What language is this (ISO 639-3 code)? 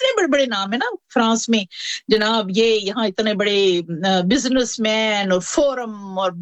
urd